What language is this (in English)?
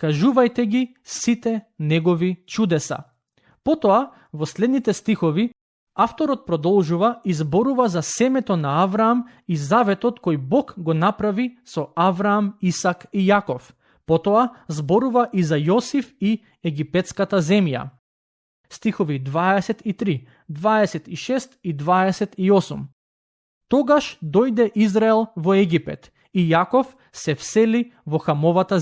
Macedonian